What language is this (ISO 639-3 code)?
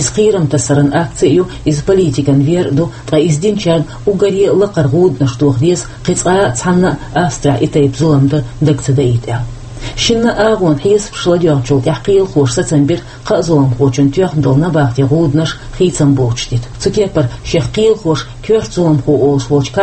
che